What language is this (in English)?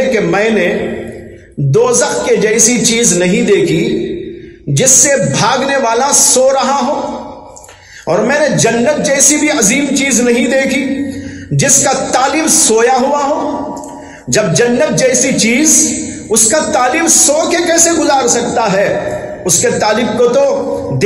Urdu